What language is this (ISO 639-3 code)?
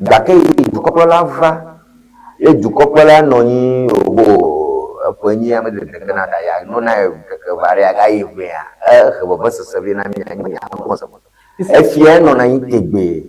ewe